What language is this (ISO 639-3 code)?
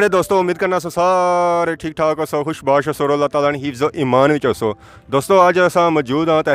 phr